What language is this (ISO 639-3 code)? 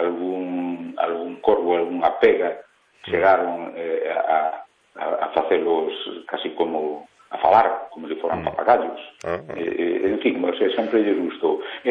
glg